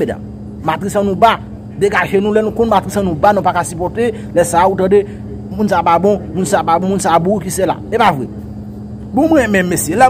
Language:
Haitian Creole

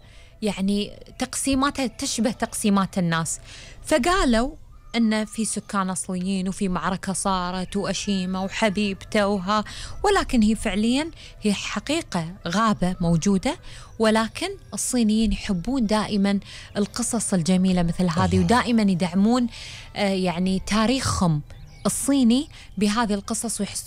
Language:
Gulf Arabic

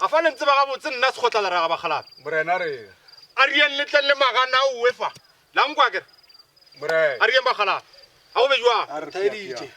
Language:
Northern Sotho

